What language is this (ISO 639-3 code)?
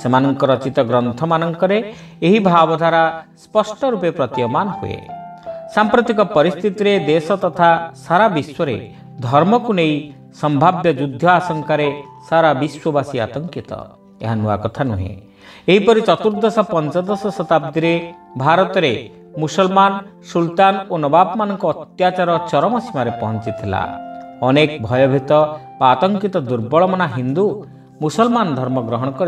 ori